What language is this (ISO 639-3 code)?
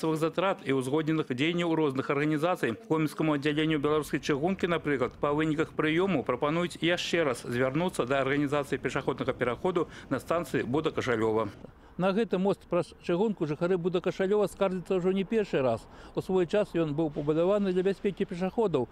bel